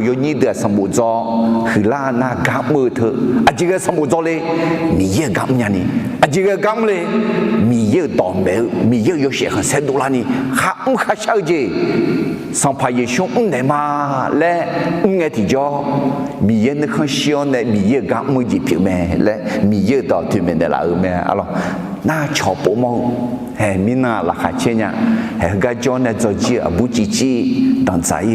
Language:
Akha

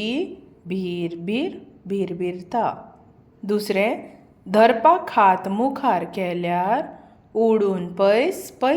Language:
Konkani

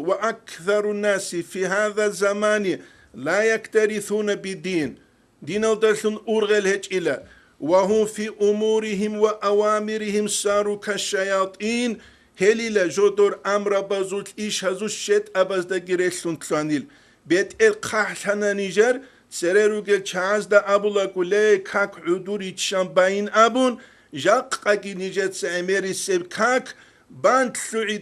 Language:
Avaric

